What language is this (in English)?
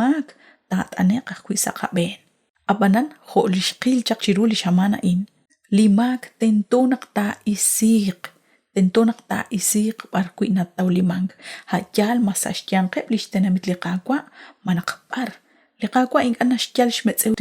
Kekchí